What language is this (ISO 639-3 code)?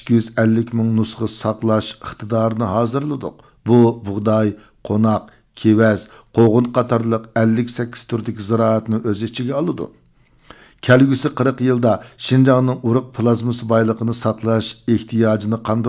uig